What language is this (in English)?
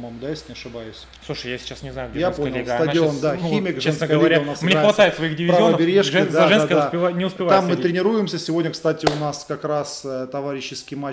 Russian